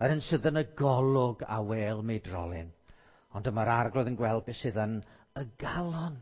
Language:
Welsh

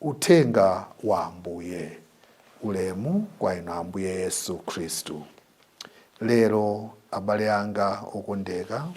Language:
Nyanja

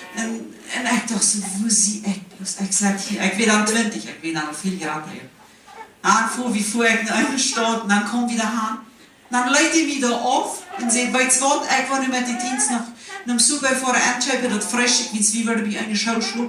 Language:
Plautdietsch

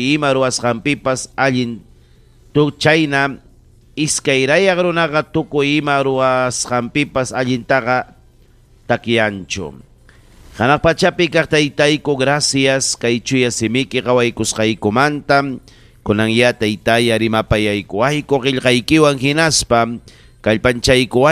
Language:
Ayacucho Quechua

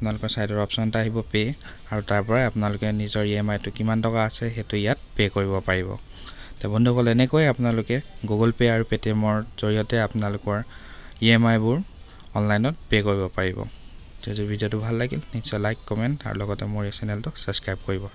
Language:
Assamese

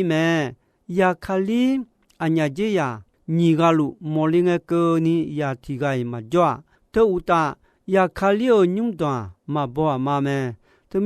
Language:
Akha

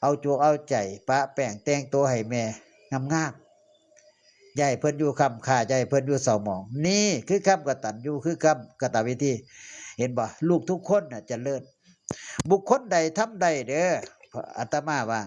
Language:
Northeastern Thai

